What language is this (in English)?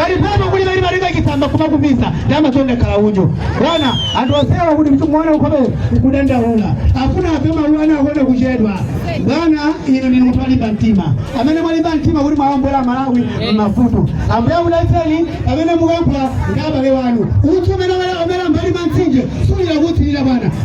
Nyanja